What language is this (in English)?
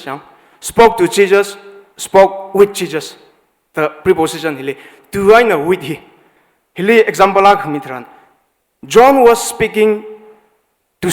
Tangkhul Naga (India)